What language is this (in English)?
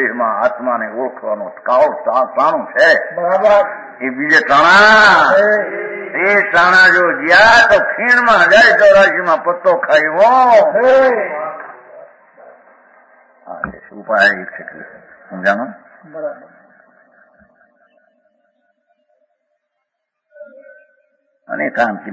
Gujarati